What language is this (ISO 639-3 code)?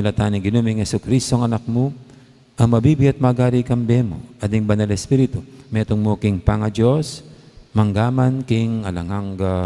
pam